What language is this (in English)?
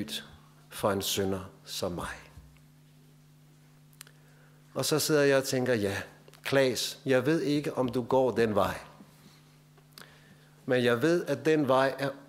Danish